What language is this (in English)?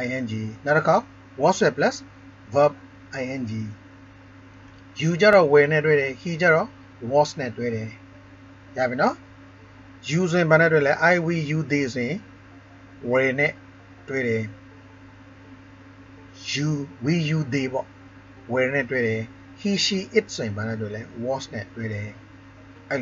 Burmese